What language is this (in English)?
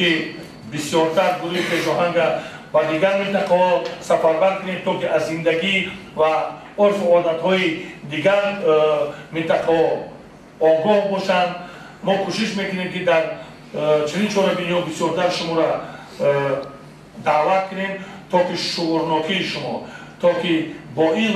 Tajik